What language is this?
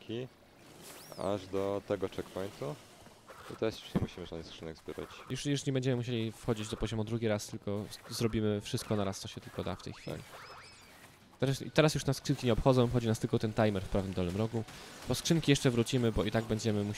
Polish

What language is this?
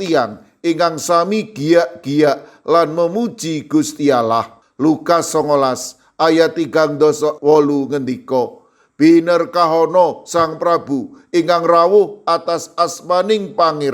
Javanese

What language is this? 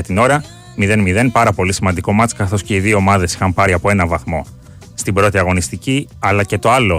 Greek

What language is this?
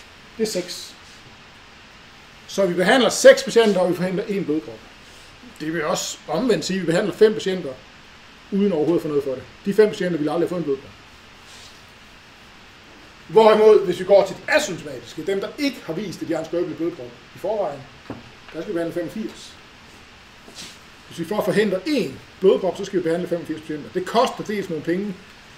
Danish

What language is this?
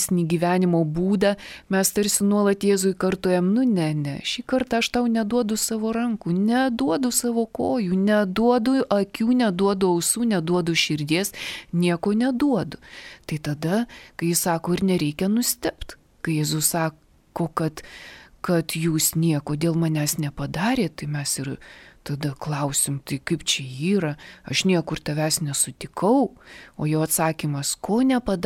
Lithuanian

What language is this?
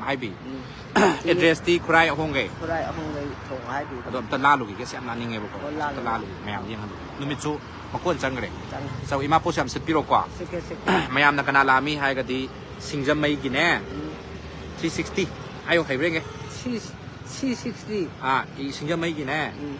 Manipuri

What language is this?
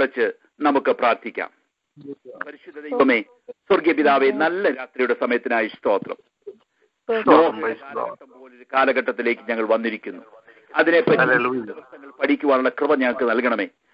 Malayalam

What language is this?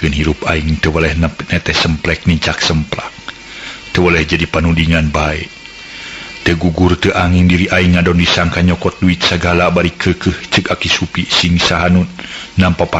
Sundanese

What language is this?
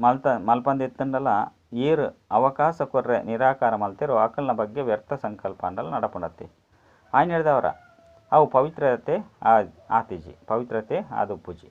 Tulu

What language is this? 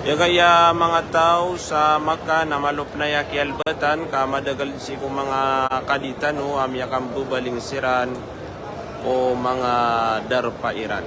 Maranao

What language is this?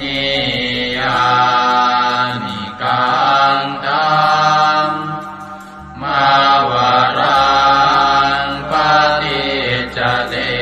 Pali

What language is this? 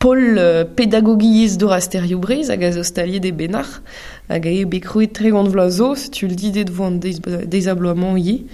Breton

